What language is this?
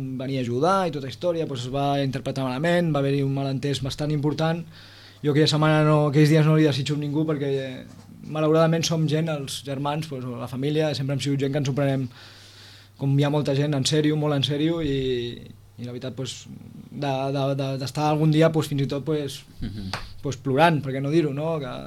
Catalan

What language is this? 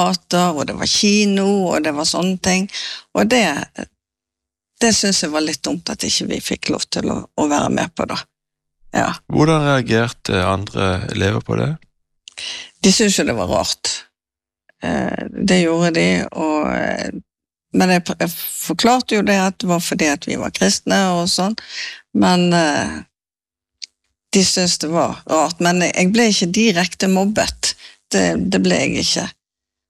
Norwegian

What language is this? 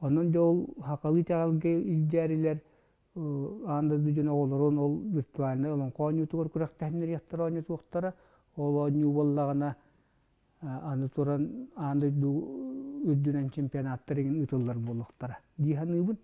Yakut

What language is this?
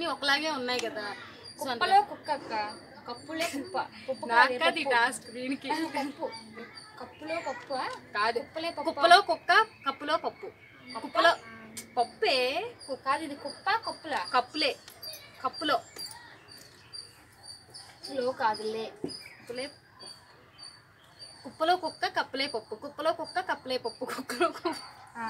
Telugu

